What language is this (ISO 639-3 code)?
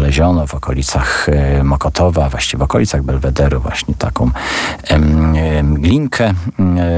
pol